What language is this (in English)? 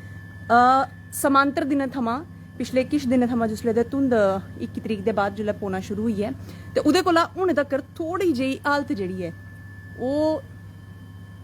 Dogri